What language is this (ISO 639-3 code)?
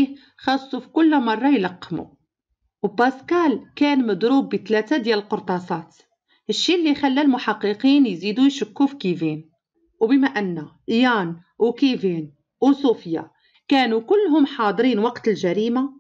ary